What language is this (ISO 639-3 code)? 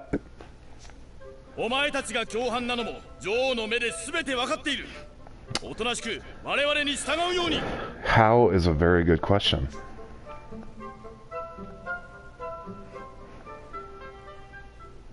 jpn